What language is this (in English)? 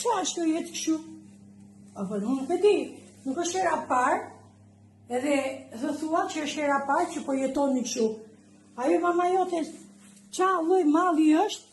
Albanian